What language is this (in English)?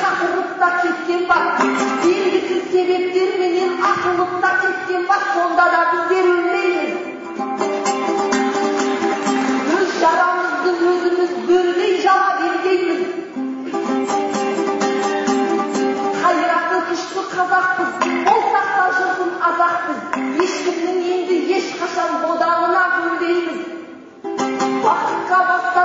Kazakh